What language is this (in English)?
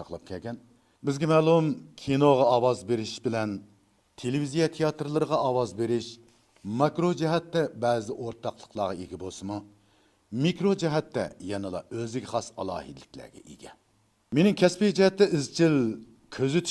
Uyghur